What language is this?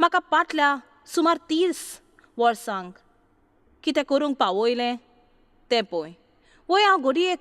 Konkani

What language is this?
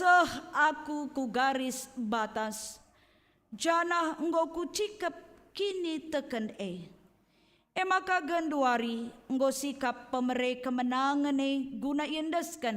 Batak Karo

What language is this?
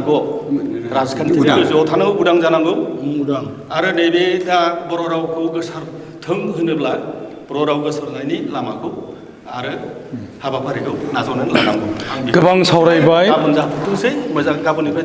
Bodo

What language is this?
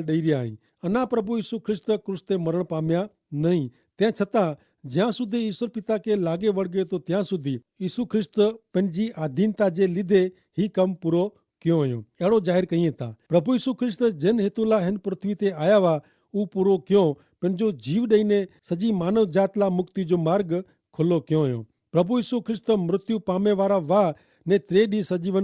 Kachhi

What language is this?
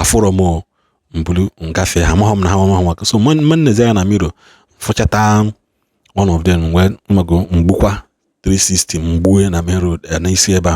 Igbo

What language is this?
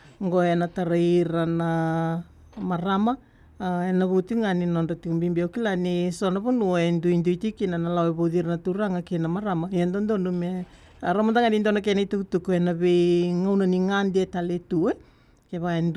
Fijian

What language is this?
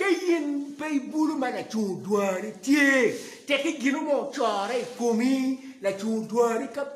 Acoli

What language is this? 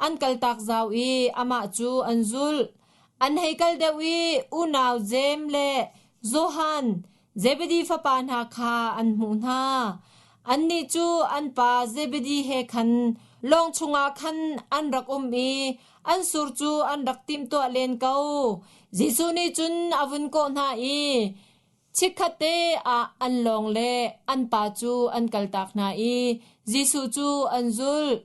Hakha Chin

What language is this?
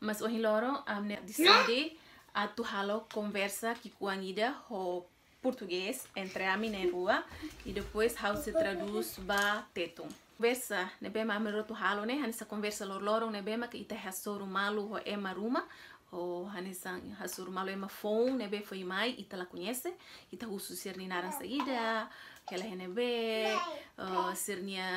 Tetum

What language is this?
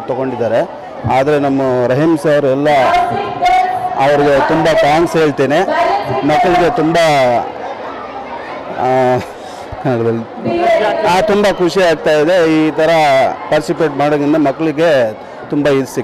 Kannada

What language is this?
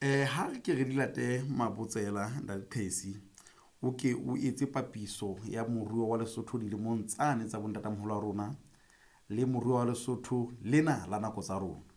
Southern Sotho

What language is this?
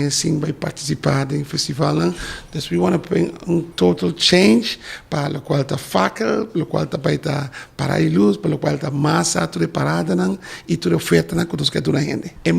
Papiamento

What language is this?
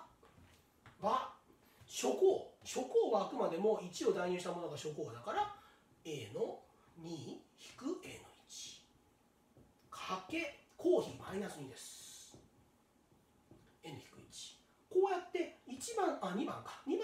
Japanese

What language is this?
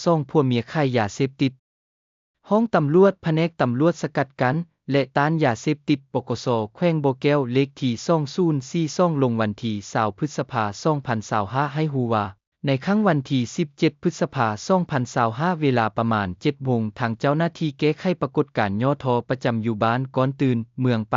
Lao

